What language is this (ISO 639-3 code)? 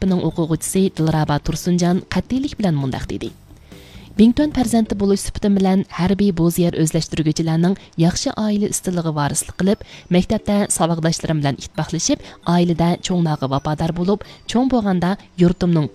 uig